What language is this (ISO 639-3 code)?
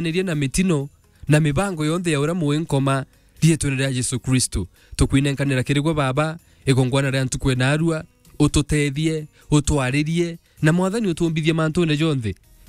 mer